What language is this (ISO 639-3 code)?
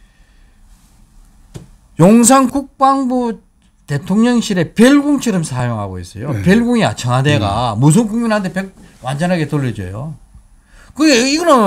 kor